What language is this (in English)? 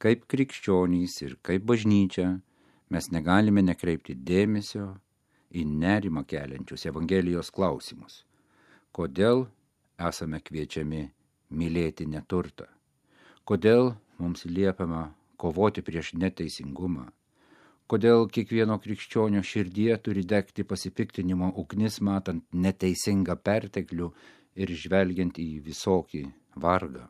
Lithuanian